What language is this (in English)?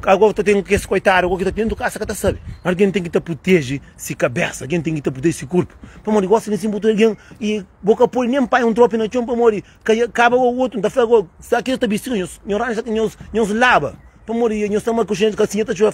Kabuverdianu